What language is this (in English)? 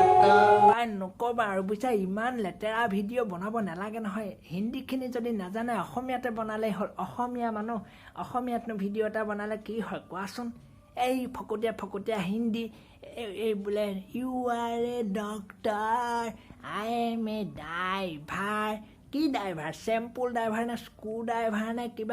Assamese